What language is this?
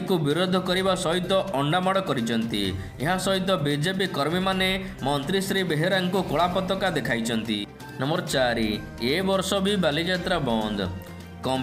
Odia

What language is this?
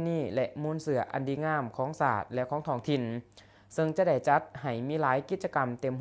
Lao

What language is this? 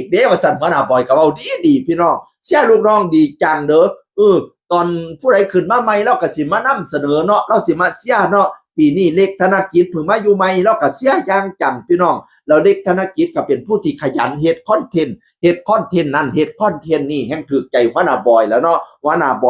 Northeastern Thai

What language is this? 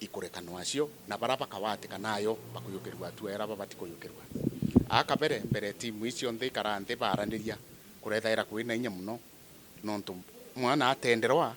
Meru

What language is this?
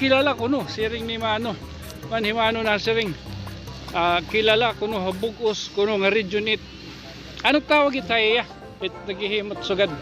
Waray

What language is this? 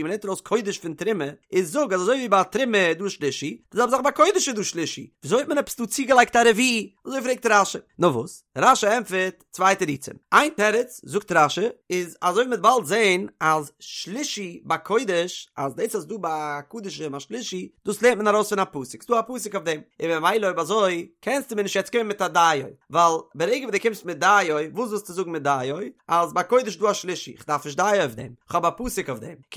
Yiddish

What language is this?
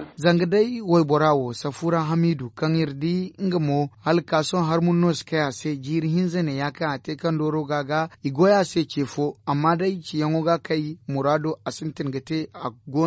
Zarma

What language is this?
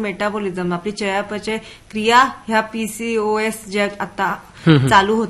Marathi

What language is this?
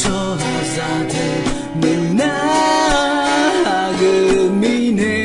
Akha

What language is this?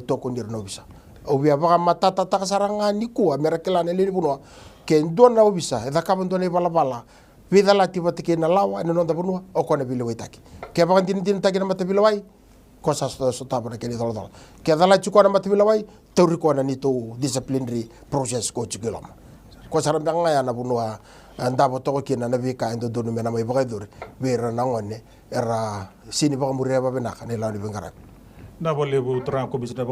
Fijian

